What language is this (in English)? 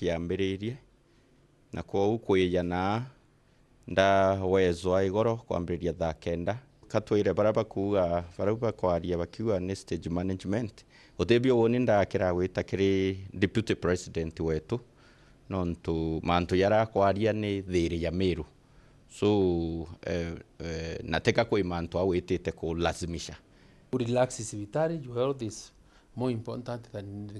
Meru